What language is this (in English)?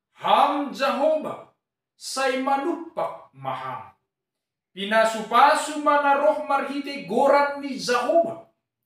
Batak Simalungun